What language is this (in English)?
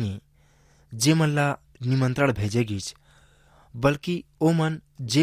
Chhattisgarhi